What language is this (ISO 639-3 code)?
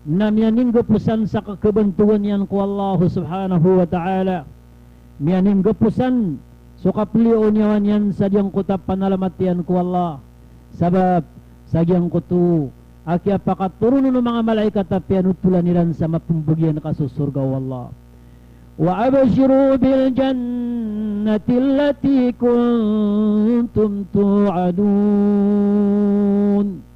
mrw